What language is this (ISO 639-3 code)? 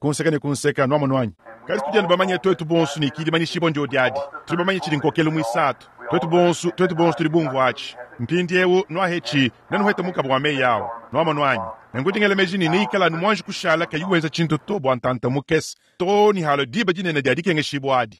lua